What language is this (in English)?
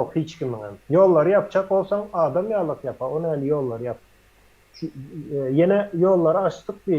Turkmen